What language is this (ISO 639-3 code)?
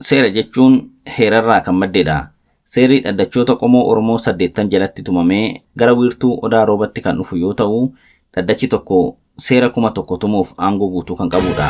orm